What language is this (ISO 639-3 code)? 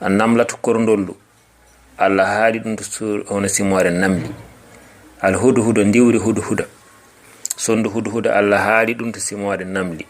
ful